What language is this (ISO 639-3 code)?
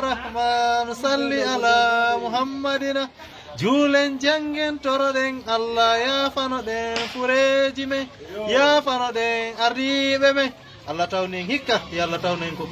ful